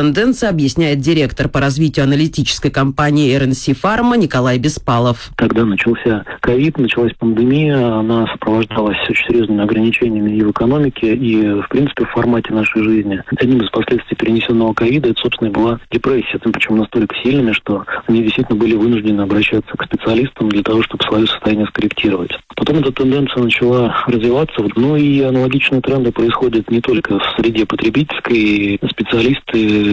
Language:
Russian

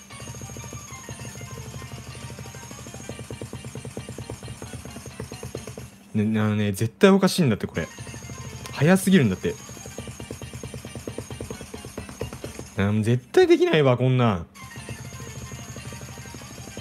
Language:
Japanese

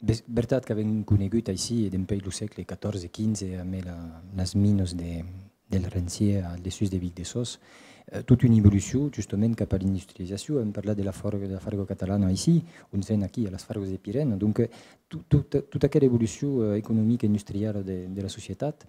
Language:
Occitan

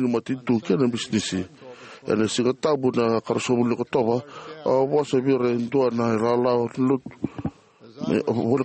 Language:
Fijian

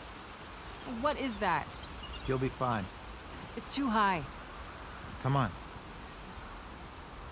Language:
English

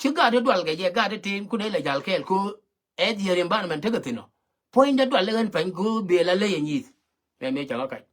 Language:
Nuer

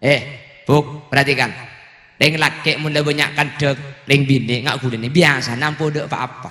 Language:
Madurese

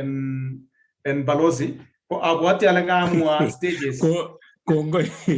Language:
Kalenjin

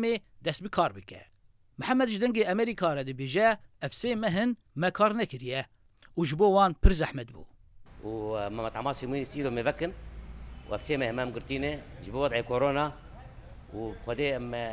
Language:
Kurdish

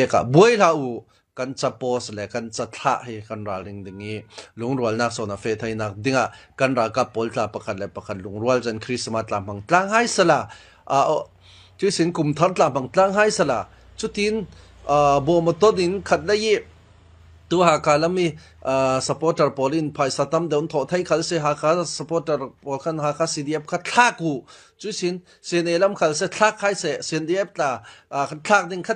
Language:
Falam Chin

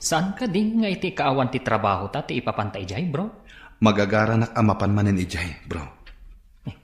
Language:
Iloko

